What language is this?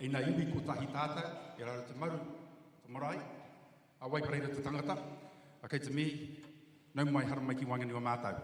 Māori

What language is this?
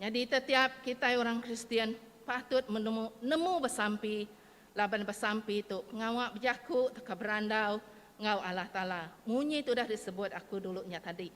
Iban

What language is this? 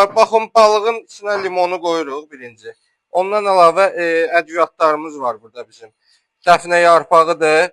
Azerbaijani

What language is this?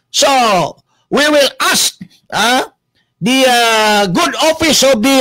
Cebuano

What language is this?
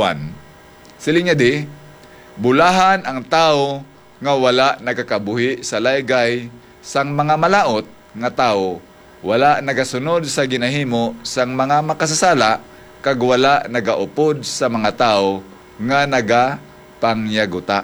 Hiligaynon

